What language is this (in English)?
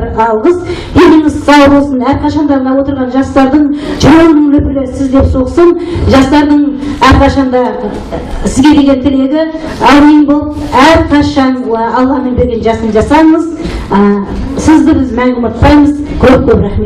Kazakh